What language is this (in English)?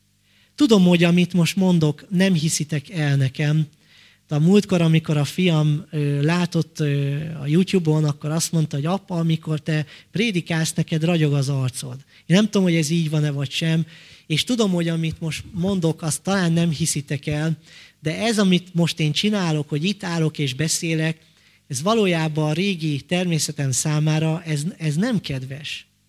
Hungarian